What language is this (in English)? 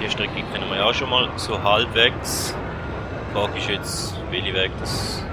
Swiss German